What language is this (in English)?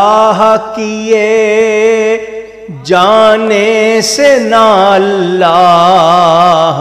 Urdu